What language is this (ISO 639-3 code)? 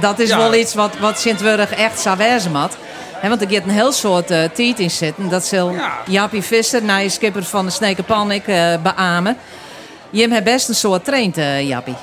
fry